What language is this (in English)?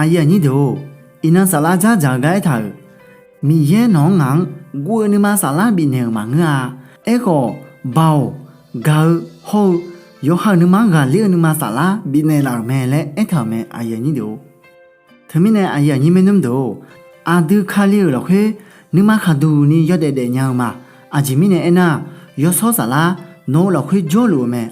Akha